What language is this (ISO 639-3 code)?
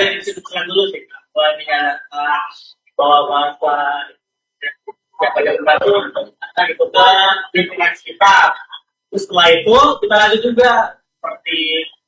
ind